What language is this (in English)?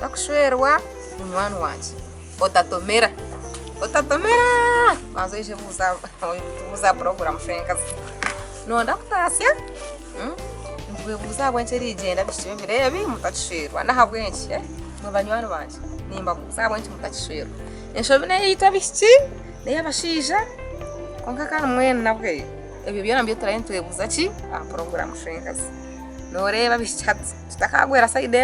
Nyankole